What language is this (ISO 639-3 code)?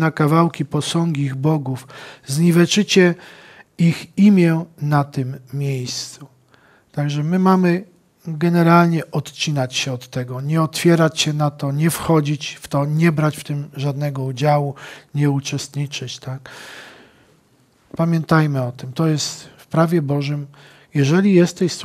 pol